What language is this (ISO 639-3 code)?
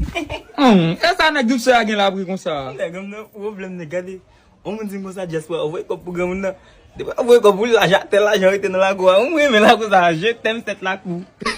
hat